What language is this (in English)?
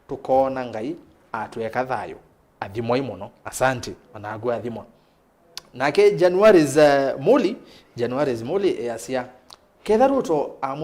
Kamba